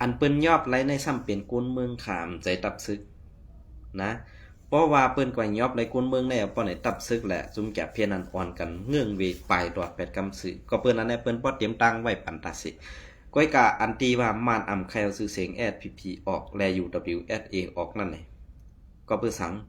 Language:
Shan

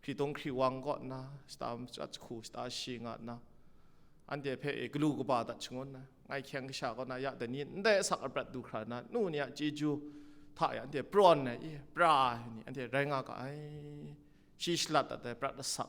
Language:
Kachin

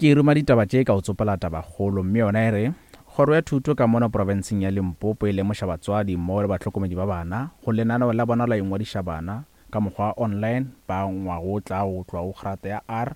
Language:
Northern Sotho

